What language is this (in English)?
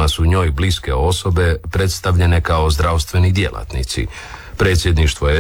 Croatian